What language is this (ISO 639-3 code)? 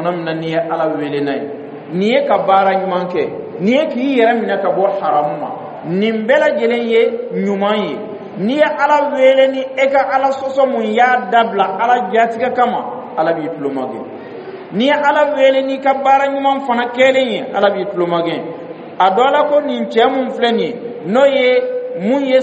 dyu